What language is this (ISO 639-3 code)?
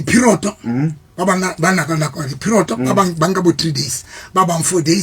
sot